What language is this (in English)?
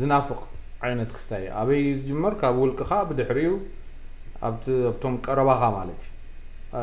Tigrinya